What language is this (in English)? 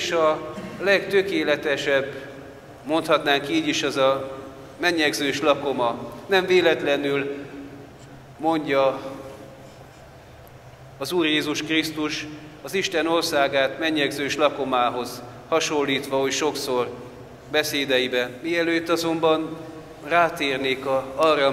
Hungarian